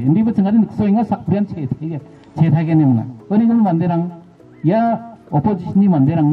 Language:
Garo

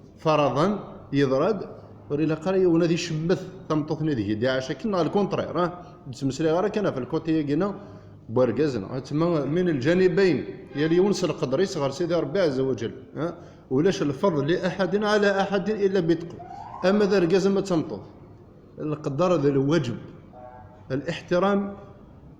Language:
Kabyle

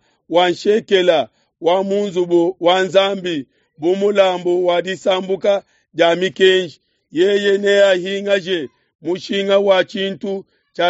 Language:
Luba-Lulua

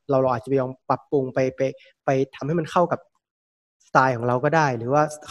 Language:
Thai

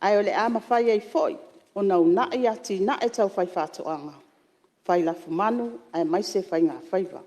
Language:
Samoan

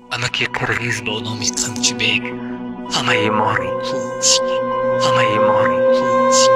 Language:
Tajik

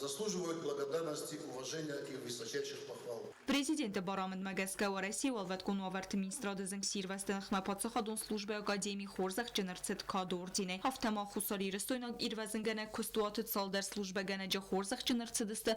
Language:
Ossetic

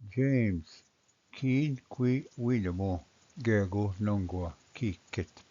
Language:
Ojibwa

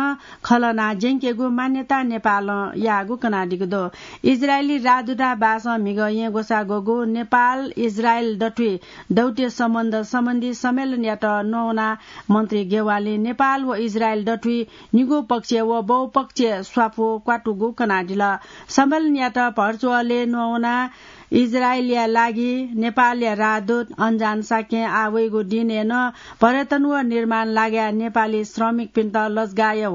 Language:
Newari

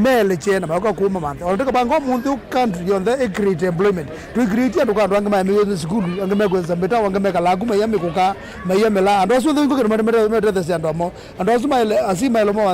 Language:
Kamba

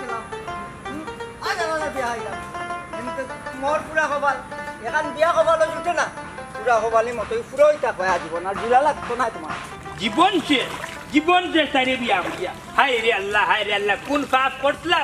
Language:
Sylheti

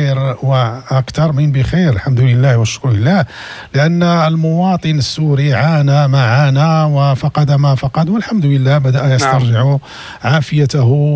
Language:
Moroccan Arabic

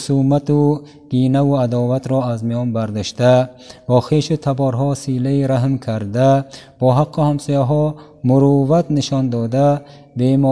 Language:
Tajik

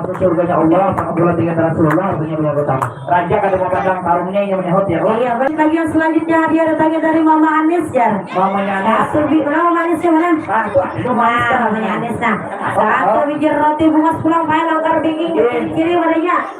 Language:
Banjar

